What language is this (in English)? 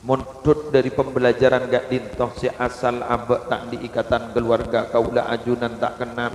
Madurese